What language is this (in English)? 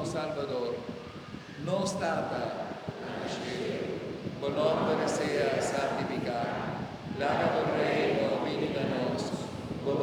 Papiamento